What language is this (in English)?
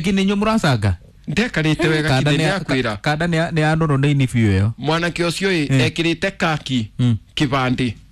Kikuyu